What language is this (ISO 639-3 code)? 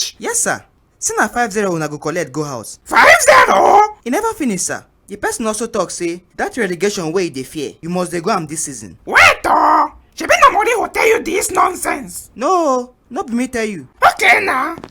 pcm